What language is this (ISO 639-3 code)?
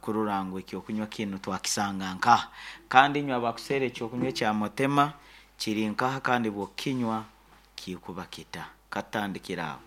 nyn